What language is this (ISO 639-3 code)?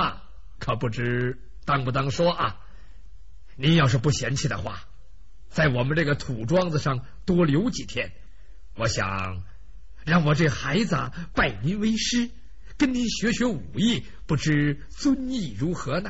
zho